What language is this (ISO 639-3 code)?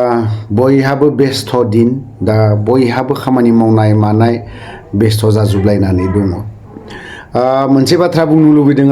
brx